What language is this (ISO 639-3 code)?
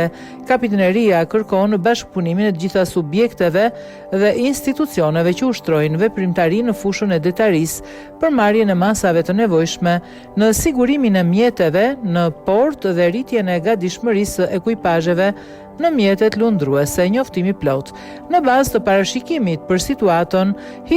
sqi